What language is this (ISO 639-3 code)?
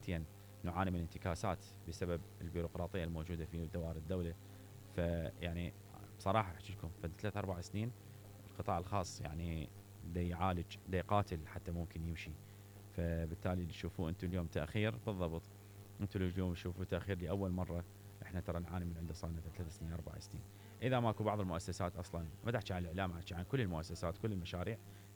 acm